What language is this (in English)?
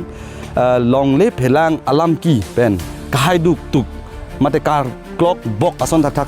Karbi